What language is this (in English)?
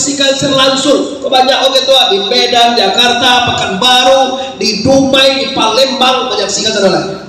Minangkabau